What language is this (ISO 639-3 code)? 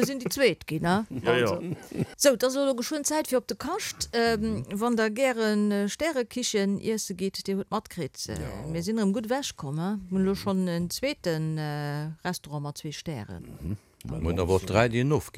ltz